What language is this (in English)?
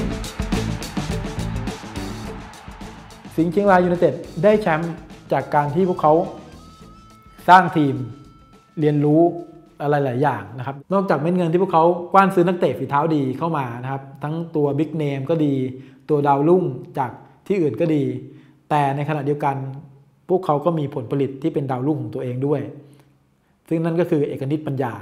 Thai